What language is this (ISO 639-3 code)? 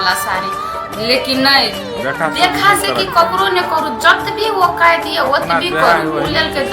mai